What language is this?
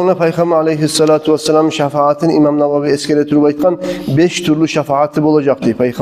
Kumyk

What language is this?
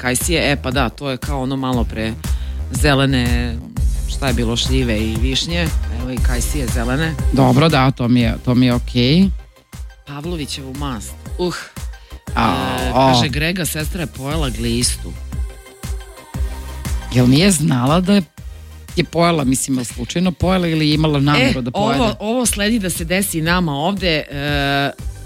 Serbian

